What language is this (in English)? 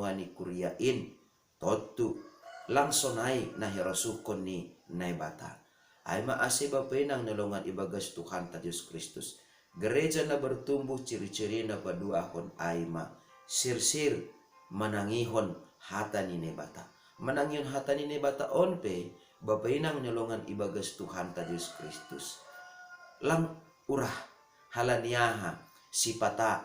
Batak Simalungun